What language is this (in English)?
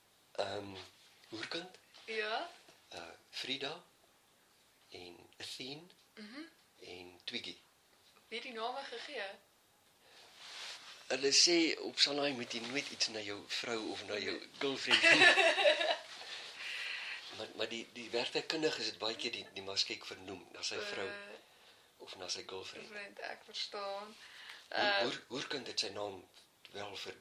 Afrikaans